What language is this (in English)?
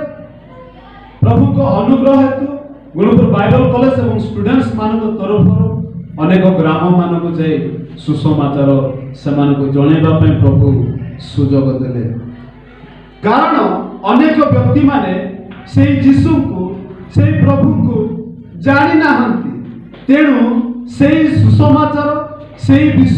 Odia